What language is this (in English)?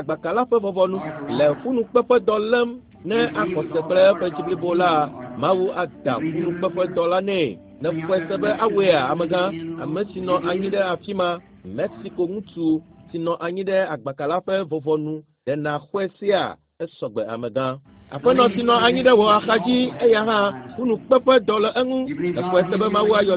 Ewe